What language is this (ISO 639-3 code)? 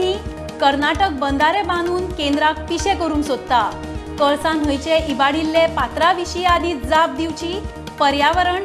kok